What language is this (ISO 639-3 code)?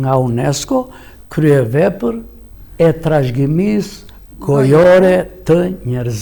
sqi